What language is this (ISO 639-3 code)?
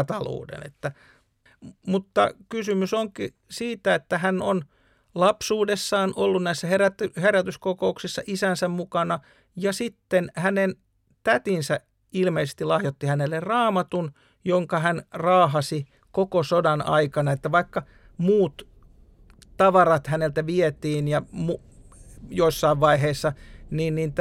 fin